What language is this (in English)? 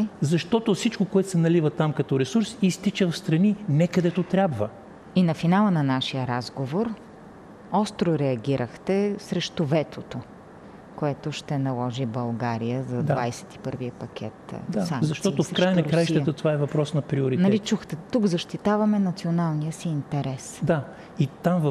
Bulgarian